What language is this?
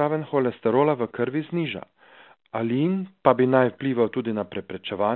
Slovenian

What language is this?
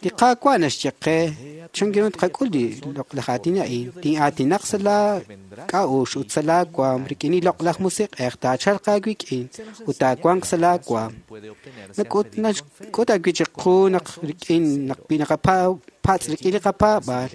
Kekchí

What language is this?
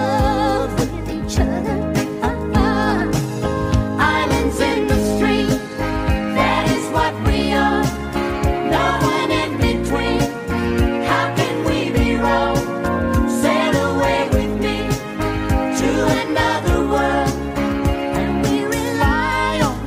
English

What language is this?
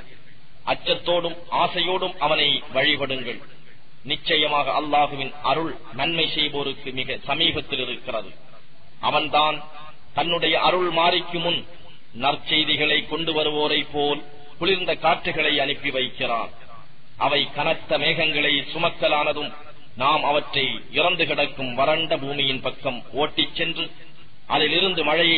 Tamil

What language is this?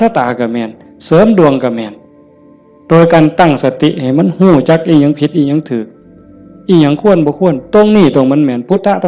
Northeastern Thai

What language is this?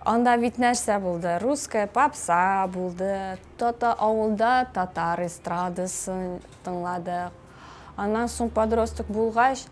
Tatar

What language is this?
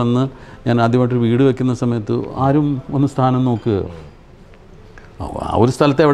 Malayalam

